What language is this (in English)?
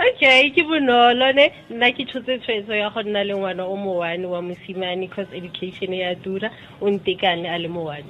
Tswana